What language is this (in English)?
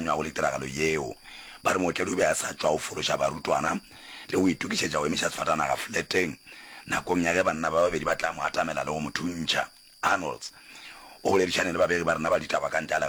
Northern Sotho